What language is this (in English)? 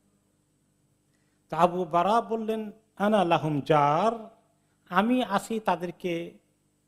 Bangla